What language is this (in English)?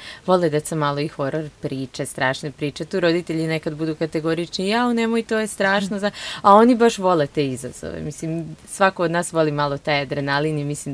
Serbian